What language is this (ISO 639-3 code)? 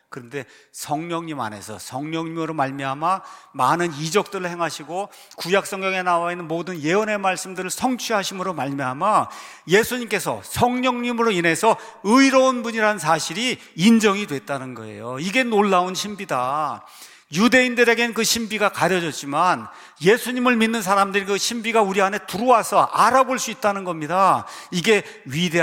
kor